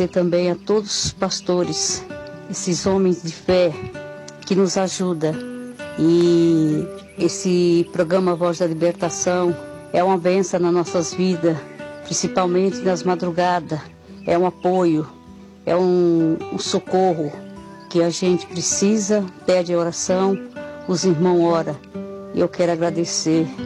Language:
Portuguese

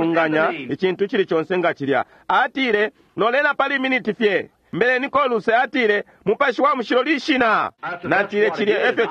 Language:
Bemba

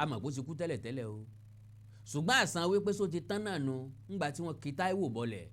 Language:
Yoruba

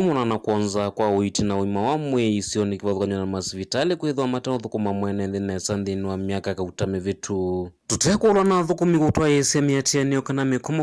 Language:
Kamba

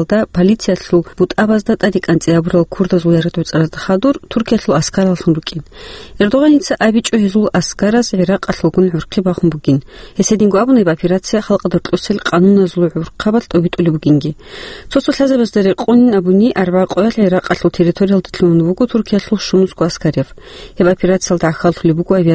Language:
Avaric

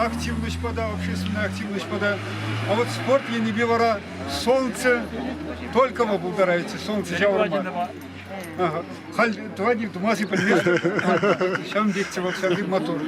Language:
Chuvash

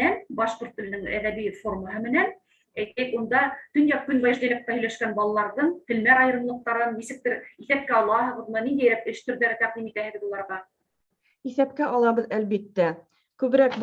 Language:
Bashkir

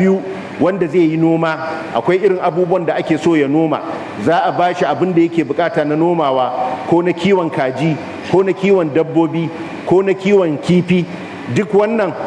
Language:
Hausa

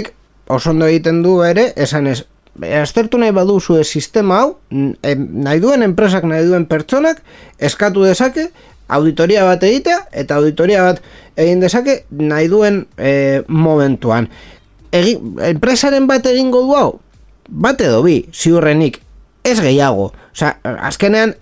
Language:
Basque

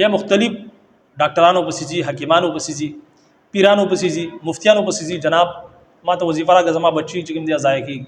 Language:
Pashto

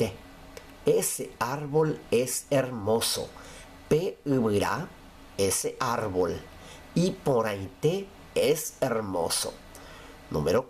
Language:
Guarani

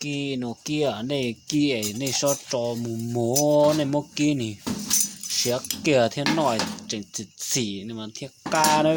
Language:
Hmong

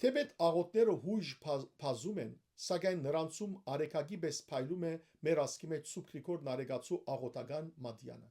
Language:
Western Armenian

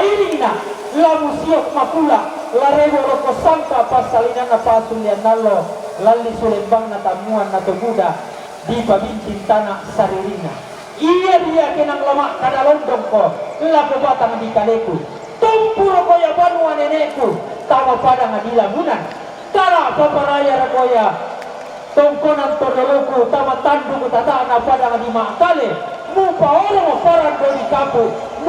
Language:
Toraja-Sa'dan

